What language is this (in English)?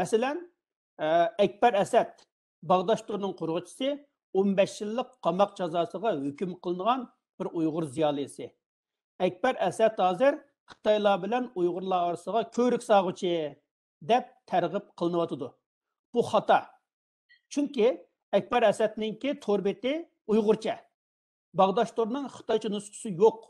Uyghur